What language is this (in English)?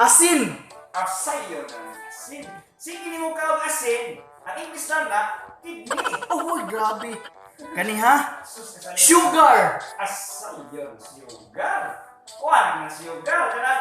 Cebuano